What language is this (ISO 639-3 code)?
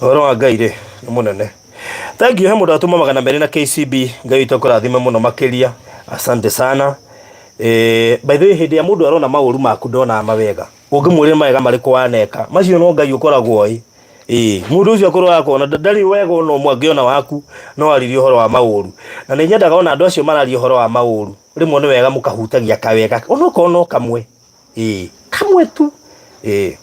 kik